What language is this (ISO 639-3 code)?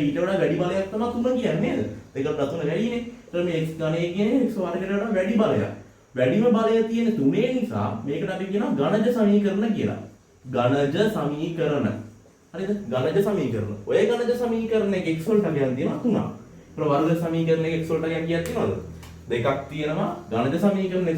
sin